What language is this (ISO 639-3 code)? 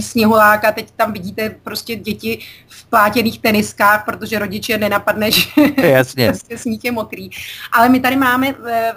ces